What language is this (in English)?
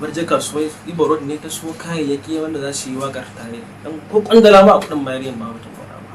Hausa